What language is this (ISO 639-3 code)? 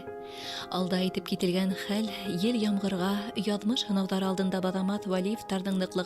bak